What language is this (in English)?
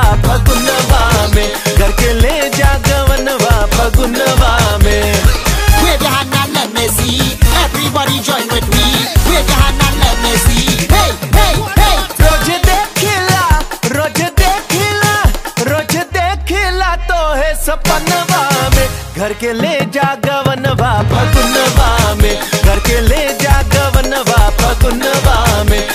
Bhojpuri